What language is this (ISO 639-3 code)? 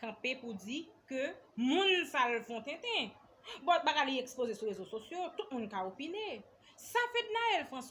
hat